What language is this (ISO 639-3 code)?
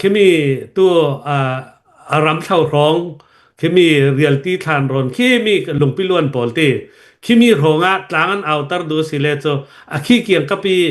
cnh